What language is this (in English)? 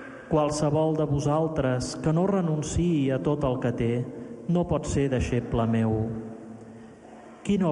Catalan